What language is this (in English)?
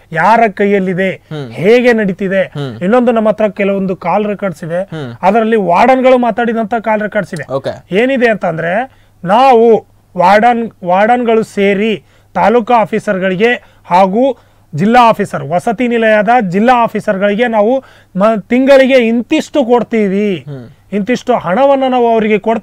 Kannada